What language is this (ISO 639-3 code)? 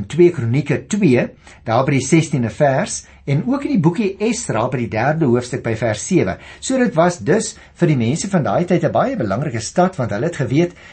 afr